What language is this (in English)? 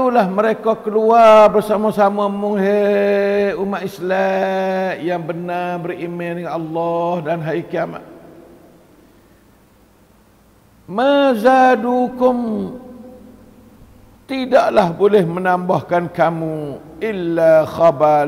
Malay